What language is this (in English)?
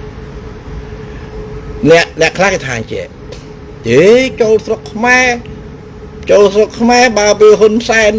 Khmer